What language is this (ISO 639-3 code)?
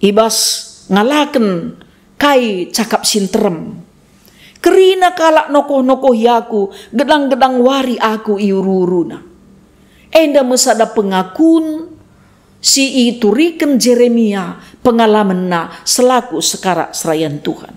btx